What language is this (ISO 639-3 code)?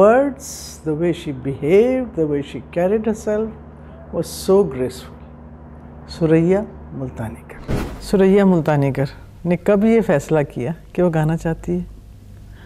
urd